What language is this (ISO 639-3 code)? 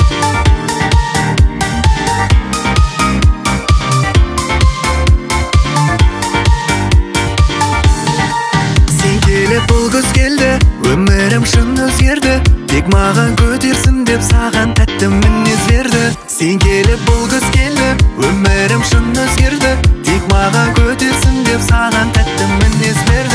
kaz